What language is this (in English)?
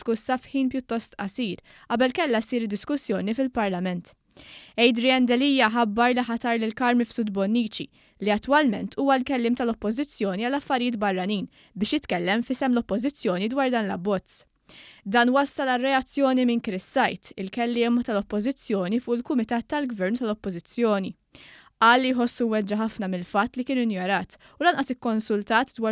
Maltese